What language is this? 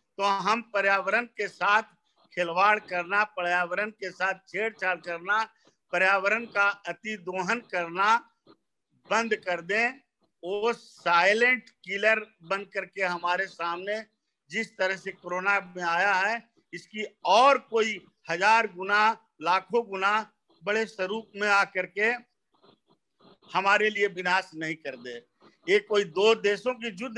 Hindi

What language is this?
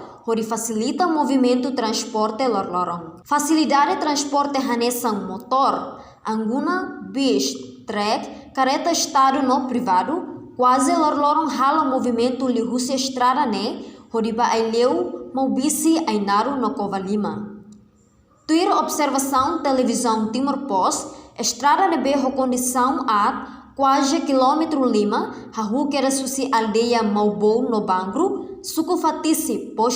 Tetum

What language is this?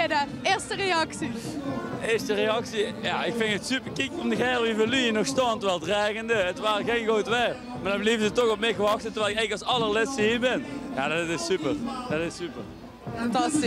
Limburgish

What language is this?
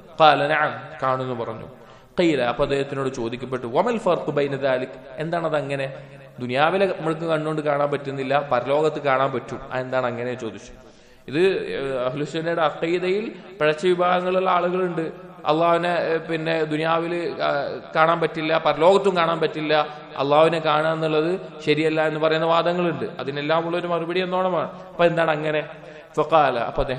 Malayalam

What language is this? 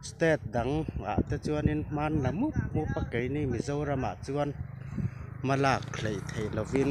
Mizo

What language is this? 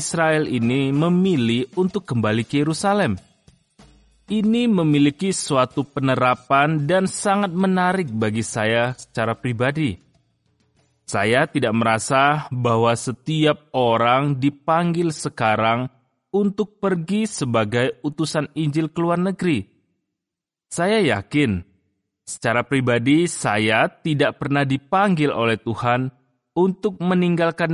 Indonesian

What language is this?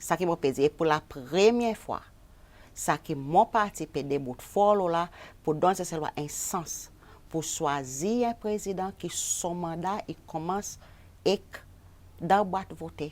Seselwa Creole French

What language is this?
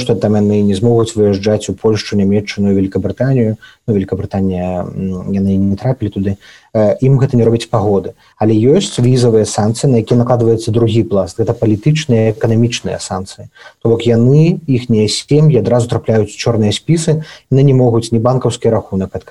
Belarusian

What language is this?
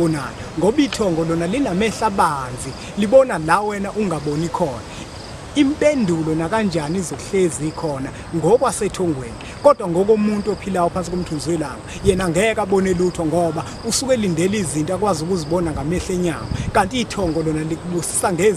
Zulu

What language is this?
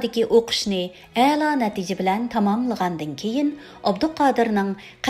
Uyghur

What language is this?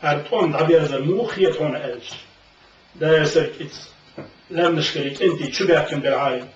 Chechen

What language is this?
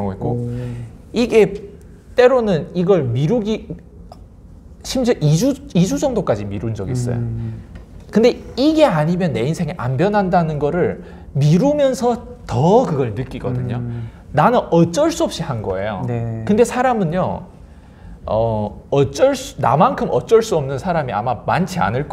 Korean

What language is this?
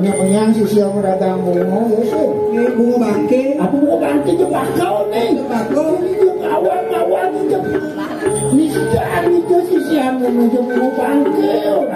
Balinese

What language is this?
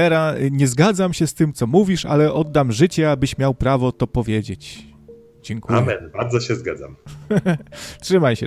Polish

